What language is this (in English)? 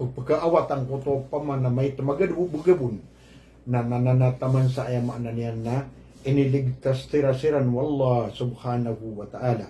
Maranao